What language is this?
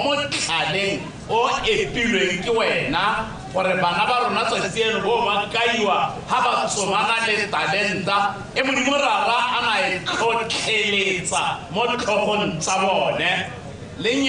Tswana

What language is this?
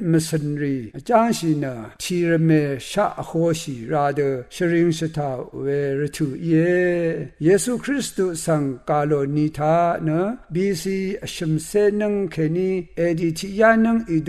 Rawang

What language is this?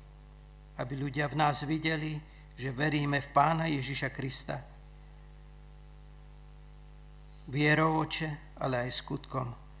Slovak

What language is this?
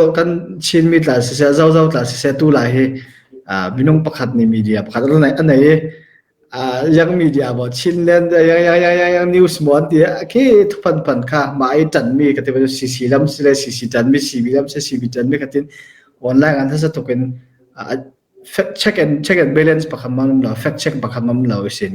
Falam Chin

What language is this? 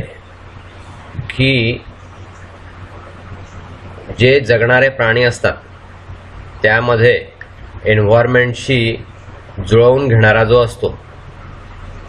Marathi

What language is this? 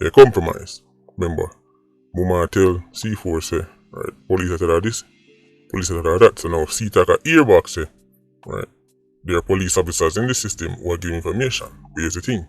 Jamaican Creole English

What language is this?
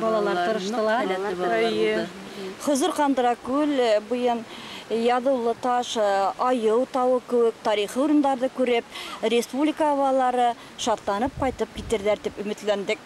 Bashkir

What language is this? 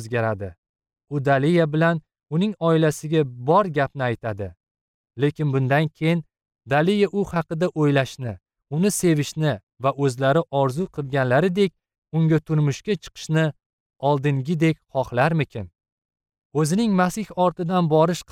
Uzbek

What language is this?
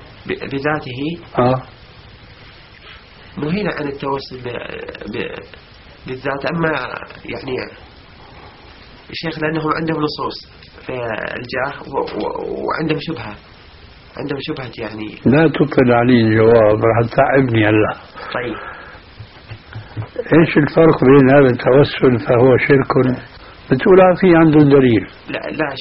Arabic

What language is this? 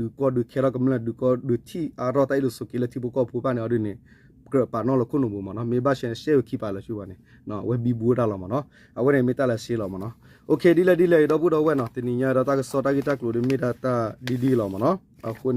S'gaw Karen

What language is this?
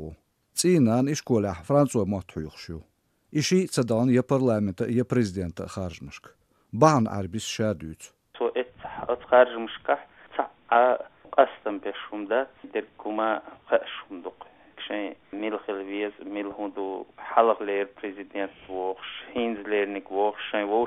Chechen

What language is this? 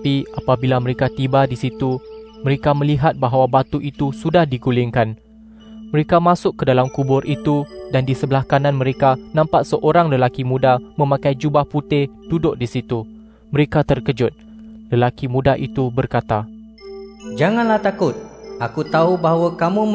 Malay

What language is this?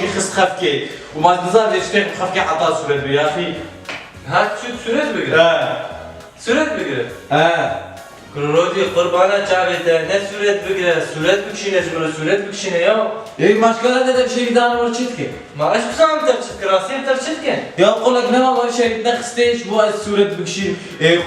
Kurdish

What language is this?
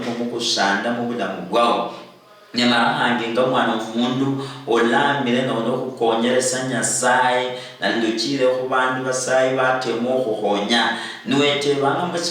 Luyia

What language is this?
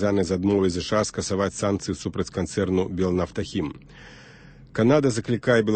Belarusian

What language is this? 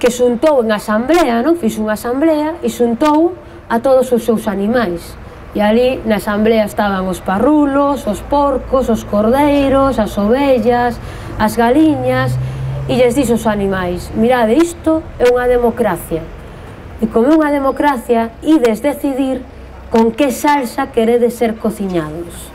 Galician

